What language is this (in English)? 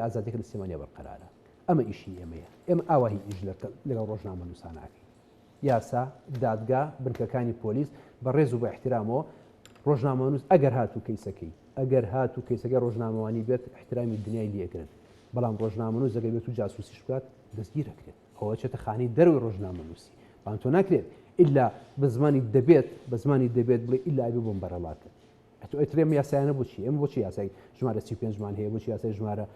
Central Kurdish